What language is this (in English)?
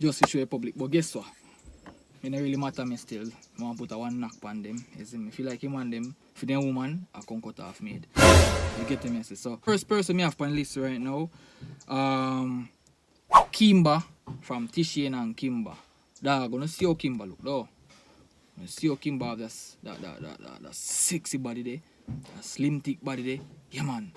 Jamaican Creole English